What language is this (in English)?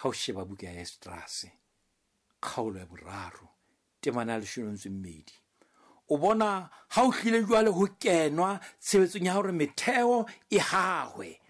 Southern Sotho